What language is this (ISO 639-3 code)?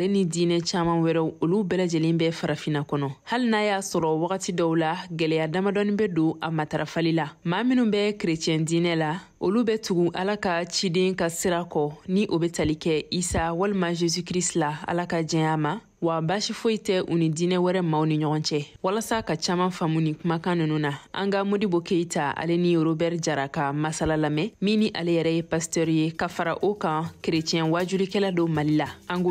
bam